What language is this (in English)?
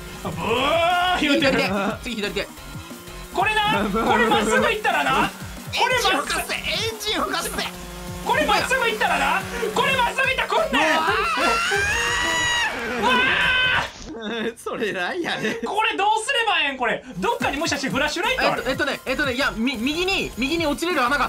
Japanese